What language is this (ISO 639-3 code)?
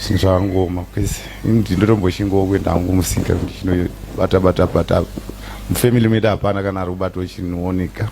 sna